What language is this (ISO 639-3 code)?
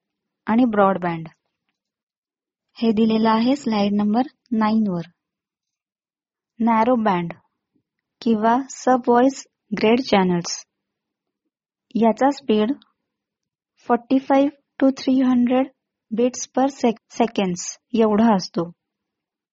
mar